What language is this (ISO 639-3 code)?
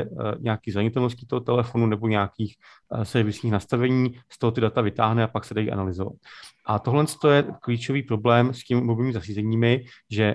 ces